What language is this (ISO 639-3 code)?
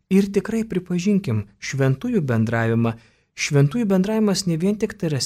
lit